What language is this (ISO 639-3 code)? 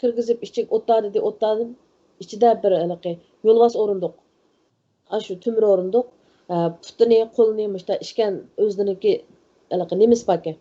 uig